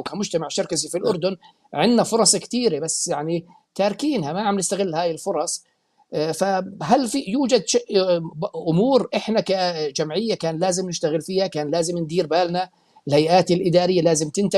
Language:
North Levantine Arabic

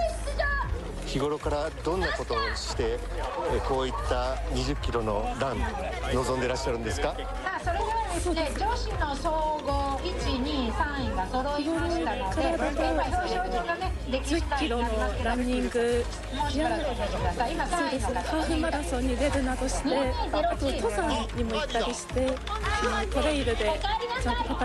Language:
Japanese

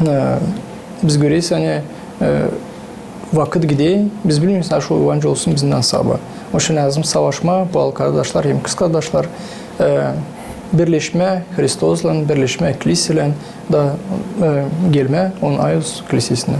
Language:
Gagauz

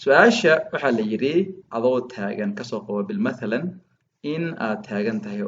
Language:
Somali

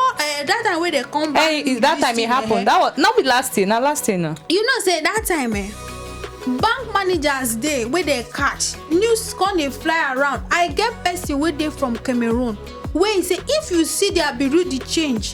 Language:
Nigerian Pidgin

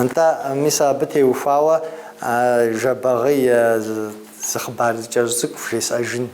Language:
Kabardian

